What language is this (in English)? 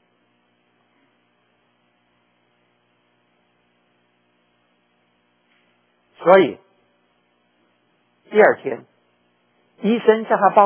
Chinese